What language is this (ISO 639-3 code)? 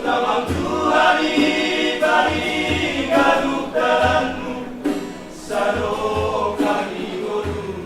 bts